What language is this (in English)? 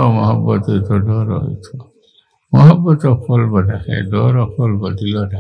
Sylheti